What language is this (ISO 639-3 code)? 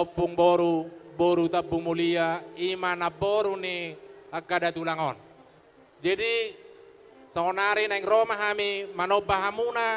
bbc